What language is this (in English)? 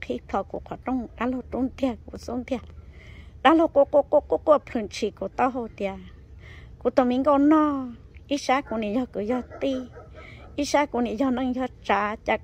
Hmong